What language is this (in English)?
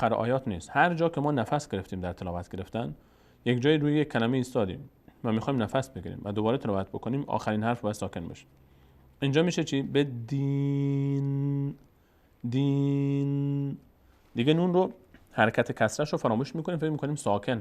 Persian